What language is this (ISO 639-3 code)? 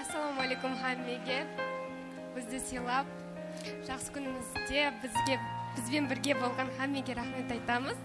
kaa